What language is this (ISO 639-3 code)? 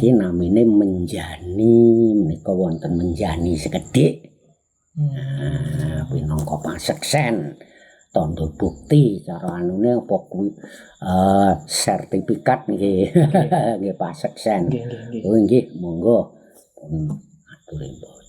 jav